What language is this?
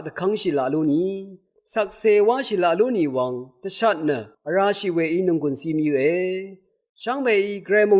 Rawang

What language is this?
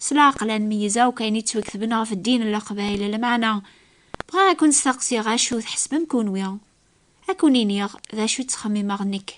Kabyle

